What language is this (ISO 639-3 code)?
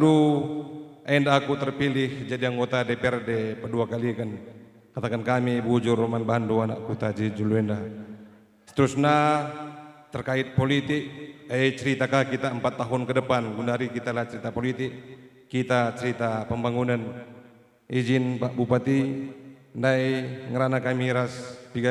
btx